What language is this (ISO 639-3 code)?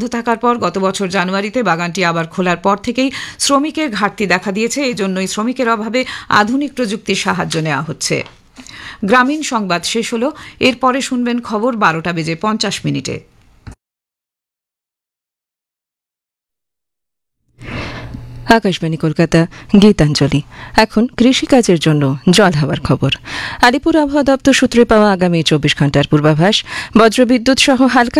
ben